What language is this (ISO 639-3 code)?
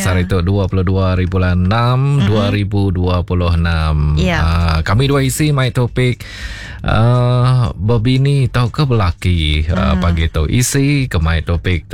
iba